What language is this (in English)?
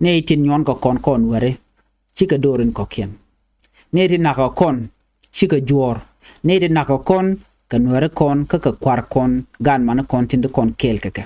Nuer